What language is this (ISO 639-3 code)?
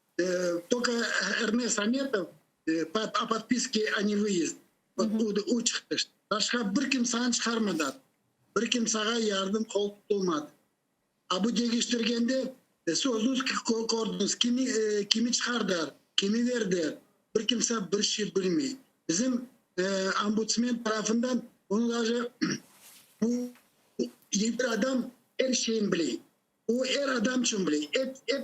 crh